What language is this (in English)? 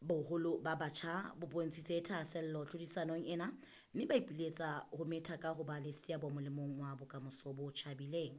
Southern Sotho